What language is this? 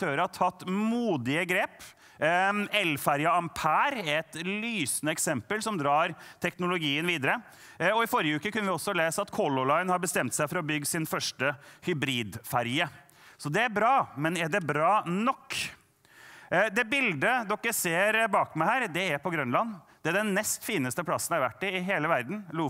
Norwegian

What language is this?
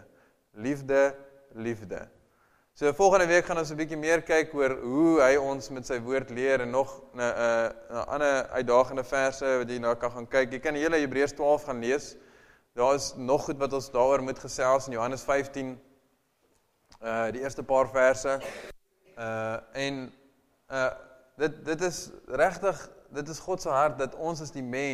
Afrikaans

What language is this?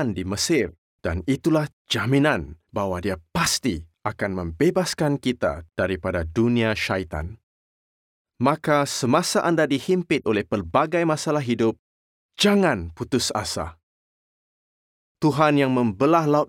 Malay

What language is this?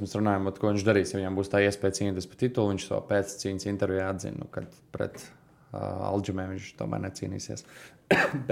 Latvian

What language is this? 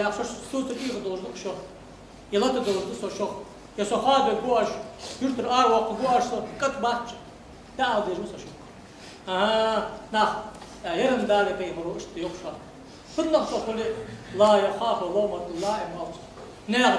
Ingush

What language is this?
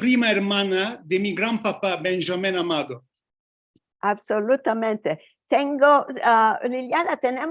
Ladino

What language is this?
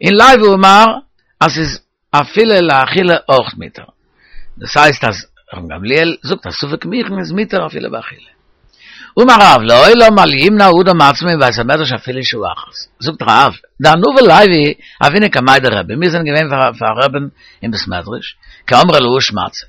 Yiddish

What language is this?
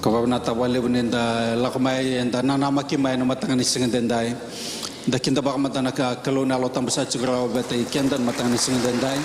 Fijian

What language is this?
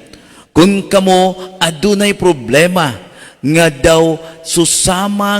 Cebuano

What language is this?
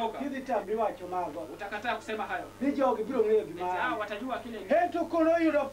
Luo (Kenya and Tanzania)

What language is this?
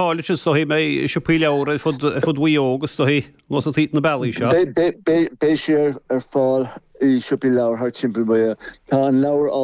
Irish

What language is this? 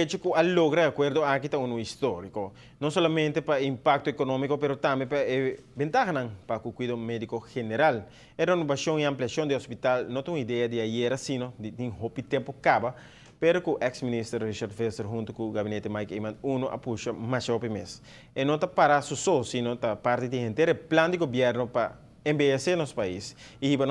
Papiamento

